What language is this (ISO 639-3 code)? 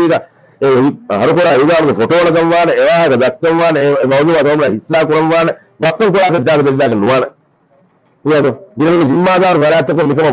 div